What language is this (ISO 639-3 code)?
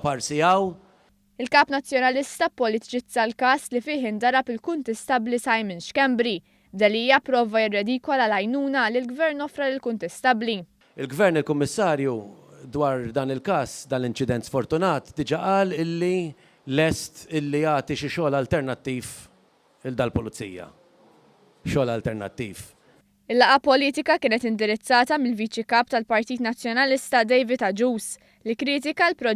mlt